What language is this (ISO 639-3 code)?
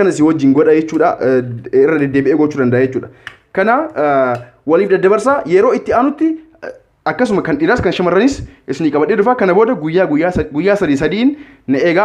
orm